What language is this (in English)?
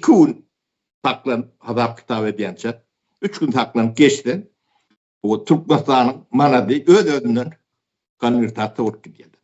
Turkmen